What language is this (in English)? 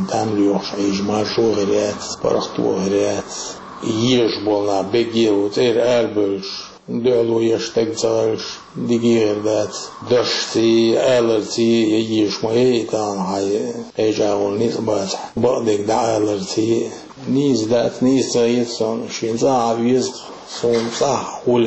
Chechen